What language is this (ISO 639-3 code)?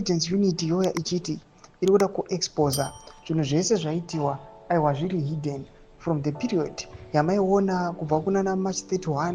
sna